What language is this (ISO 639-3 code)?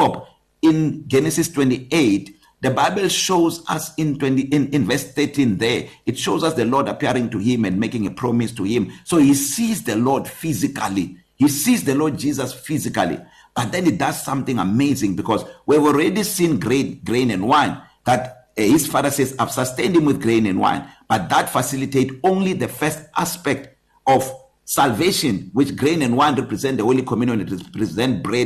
eng